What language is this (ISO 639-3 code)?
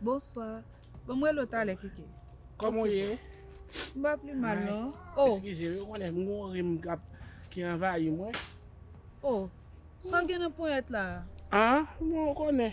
hat